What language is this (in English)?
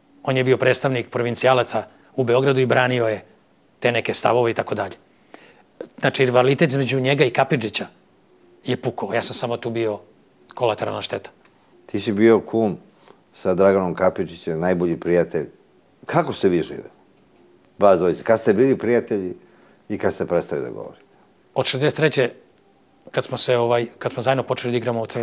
Serbian